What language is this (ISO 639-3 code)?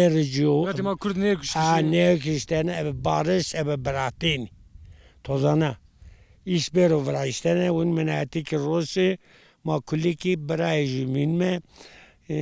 zza